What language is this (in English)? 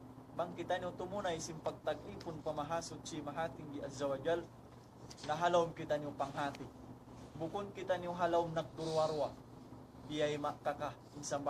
Tausug